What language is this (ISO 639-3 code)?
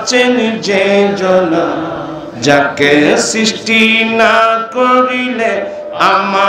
ben